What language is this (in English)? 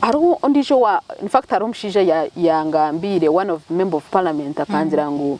Nyankole